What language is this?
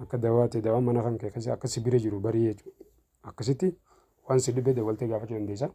Oromo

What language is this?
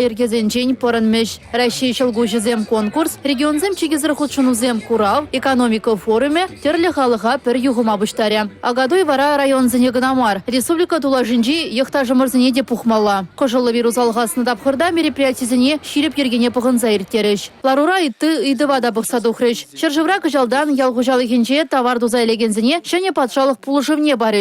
Chuvash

